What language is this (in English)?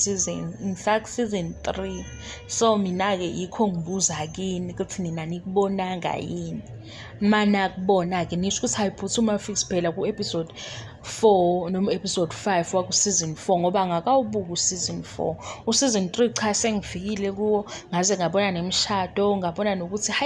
Zulu